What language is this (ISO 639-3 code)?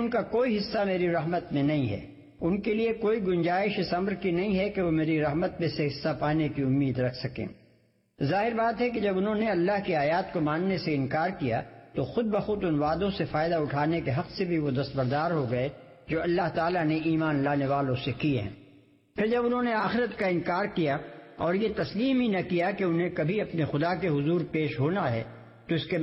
urd